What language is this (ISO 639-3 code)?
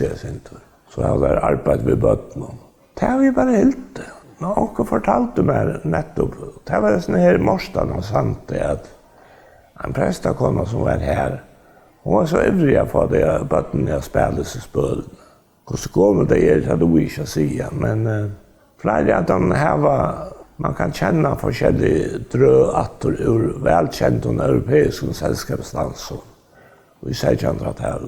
fao